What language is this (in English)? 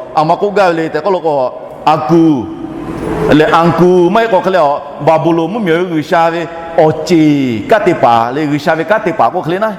Lahu